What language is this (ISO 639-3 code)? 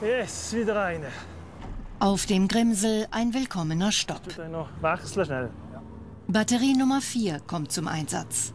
gsw